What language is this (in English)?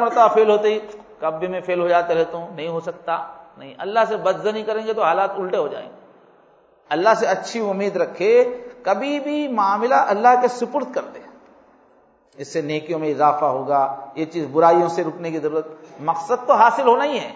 Urdu